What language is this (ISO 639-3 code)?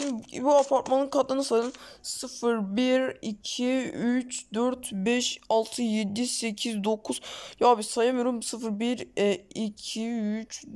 tur